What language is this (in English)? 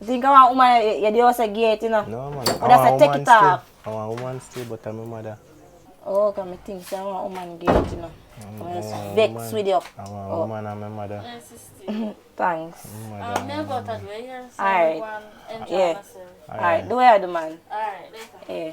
Jamaican Creole English